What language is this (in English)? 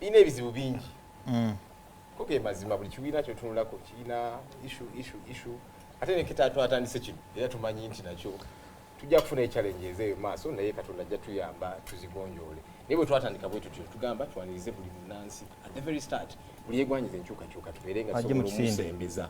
Ganda